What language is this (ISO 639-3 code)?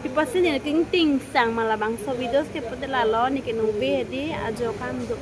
mjw